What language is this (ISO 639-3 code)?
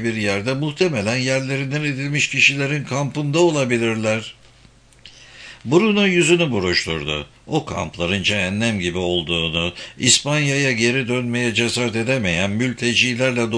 tur